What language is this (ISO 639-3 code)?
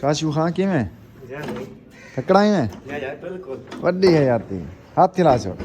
skr